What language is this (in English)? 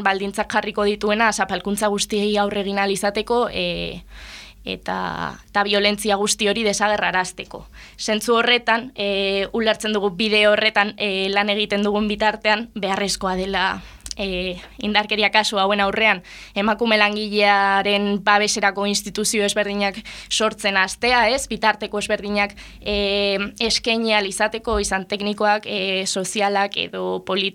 Basque